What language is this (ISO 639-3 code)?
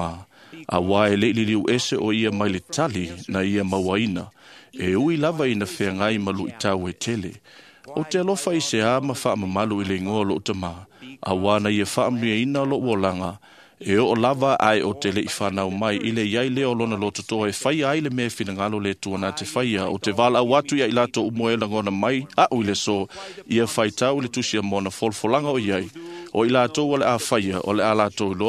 smo